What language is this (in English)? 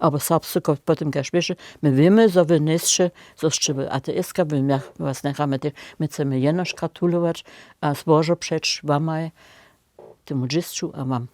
Upper Sorbian